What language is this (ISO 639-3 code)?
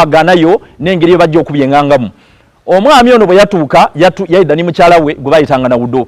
xog